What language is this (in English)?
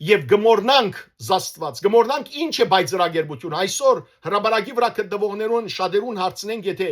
Western Armenian